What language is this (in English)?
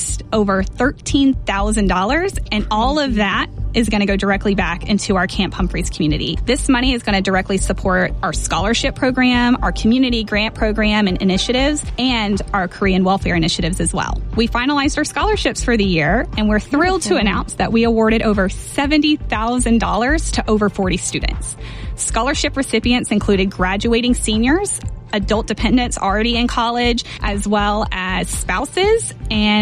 English